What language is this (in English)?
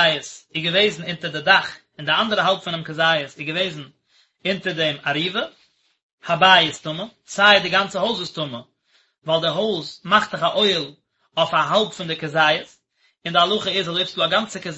Yiddish